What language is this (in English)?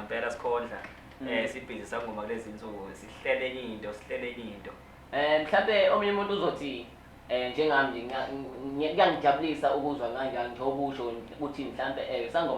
Zulu